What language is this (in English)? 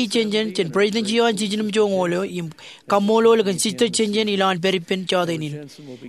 Marshallese